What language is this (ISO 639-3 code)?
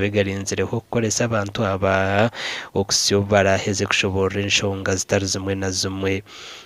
nyn